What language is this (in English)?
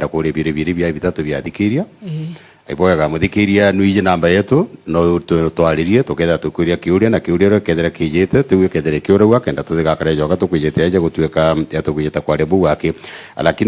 Meru